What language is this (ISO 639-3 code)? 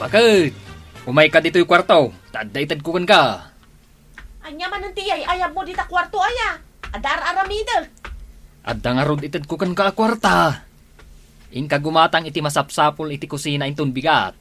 ilo